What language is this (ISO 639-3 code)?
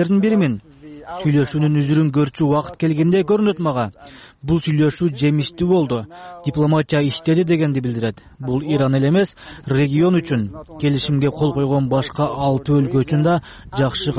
kir